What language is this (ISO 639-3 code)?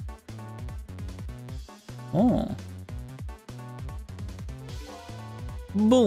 fra